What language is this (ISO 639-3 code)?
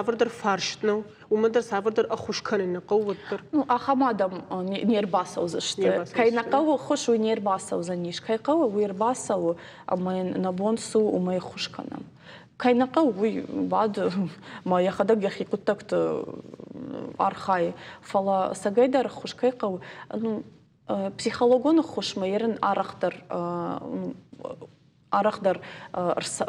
oss